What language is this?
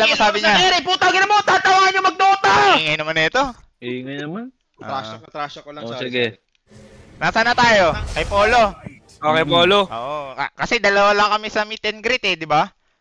Filipino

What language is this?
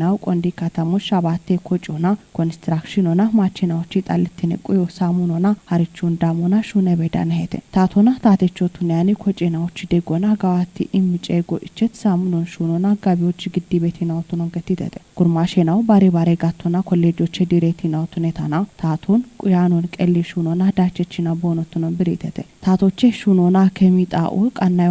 Kafa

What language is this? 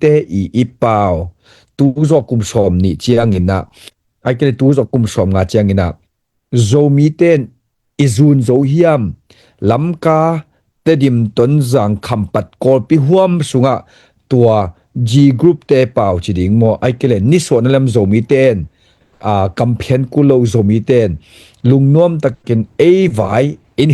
Tedim Chin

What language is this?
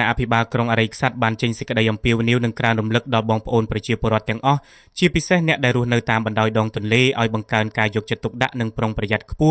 Khmer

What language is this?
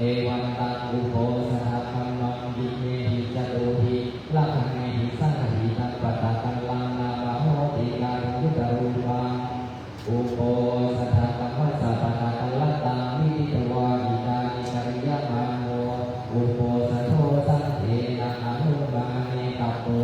Pali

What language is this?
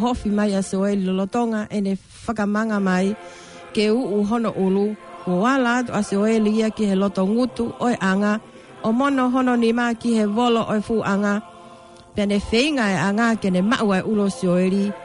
Tongan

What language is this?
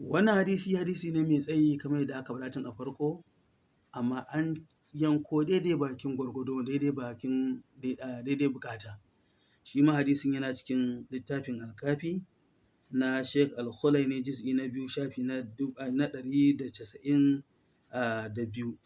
Hausa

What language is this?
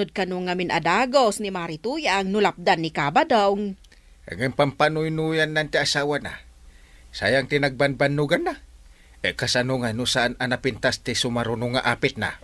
Iloko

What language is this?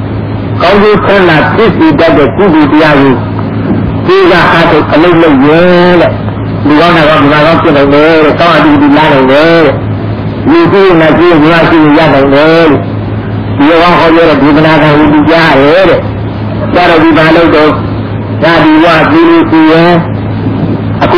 Burmese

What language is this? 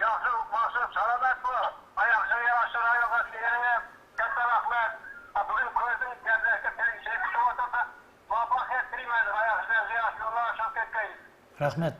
Kara-Kalpak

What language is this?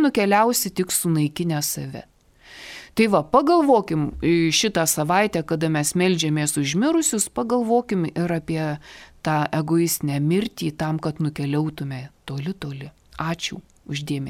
Lithuanian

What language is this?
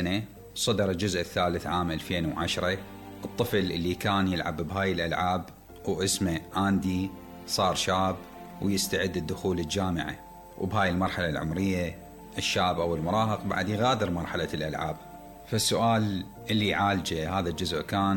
Mesopotamian Arabic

